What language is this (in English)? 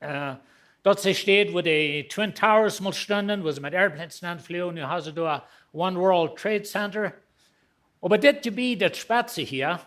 Plautdietsch